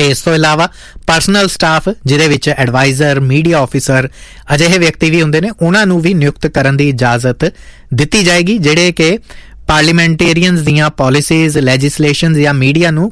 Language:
Punjabi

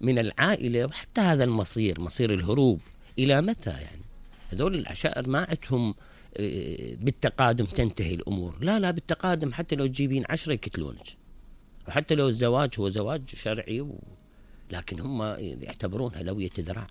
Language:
Mesopotamian Arabic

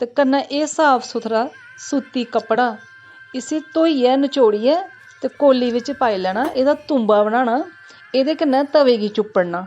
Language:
Dogri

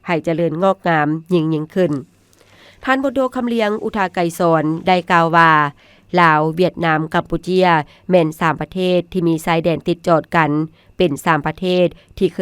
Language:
Lao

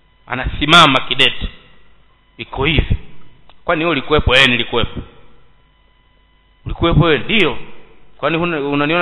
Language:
Swahili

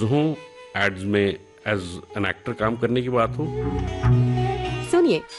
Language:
Hindi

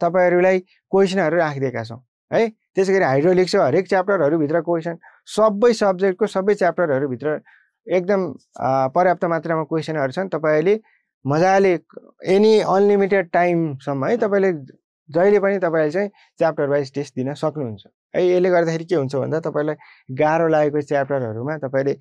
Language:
Nepali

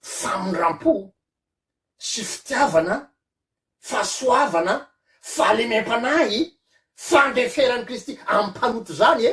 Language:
Malagasy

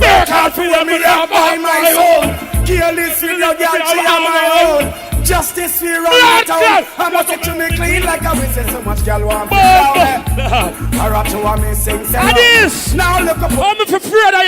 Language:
Jamaican Creole English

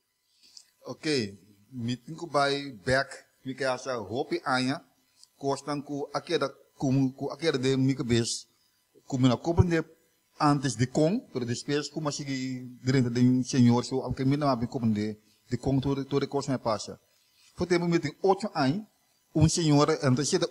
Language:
Papiamento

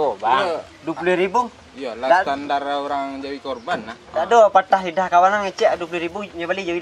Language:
Minangkabau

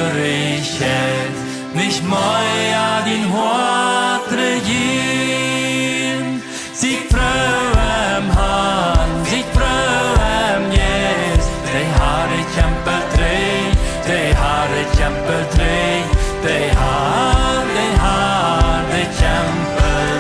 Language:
Plautdietsch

